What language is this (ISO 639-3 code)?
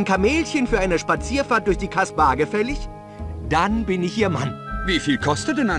bar